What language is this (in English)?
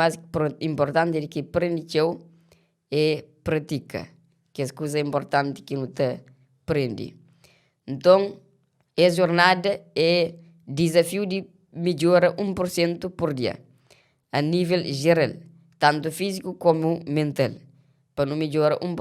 Kabuverdianu